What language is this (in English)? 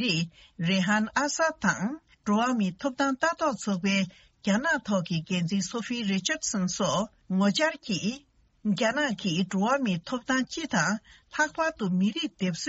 Tibetan